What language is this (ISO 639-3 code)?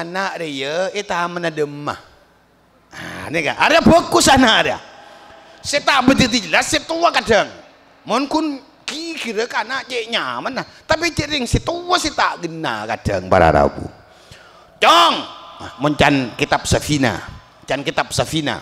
mad